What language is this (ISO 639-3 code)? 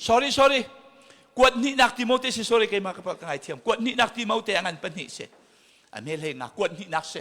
cnh